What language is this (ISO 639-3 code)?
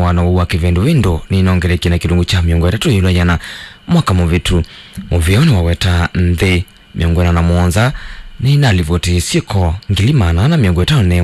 kam